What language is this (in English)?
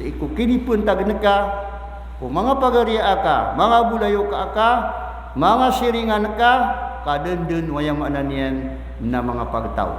Maranao